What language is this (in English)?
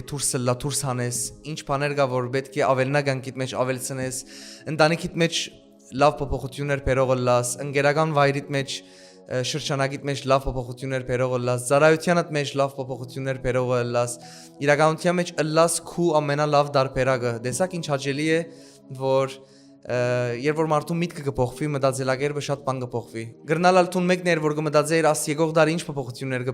Western Armenian